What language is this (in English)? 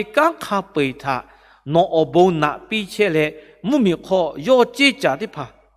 Lahu